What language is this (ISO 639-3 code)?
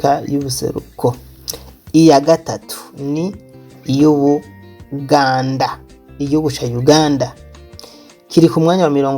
run